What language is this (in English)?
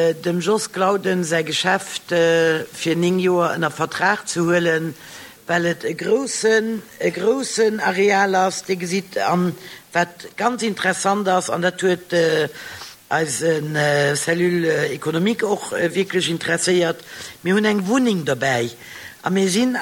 Luxembourgish